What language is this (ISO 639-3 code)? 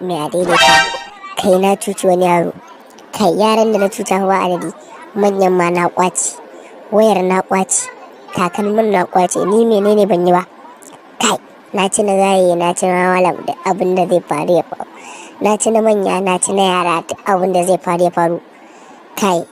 hau